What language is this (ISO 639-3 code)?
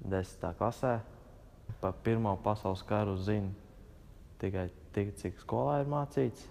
lav